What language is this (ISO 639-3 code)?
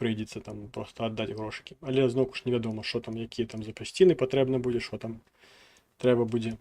bel